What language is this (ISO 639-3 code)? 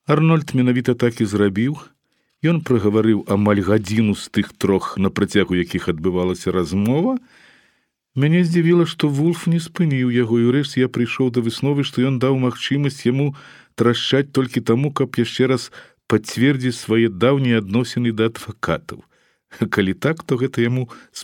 bel